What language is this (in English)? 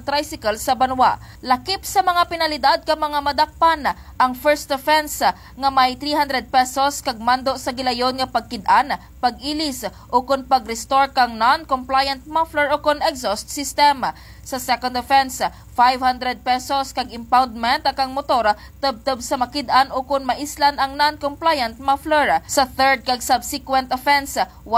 Kinaray-a